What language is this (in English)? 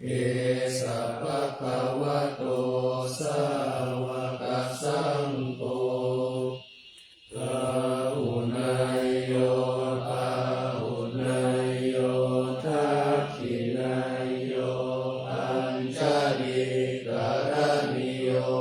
Pali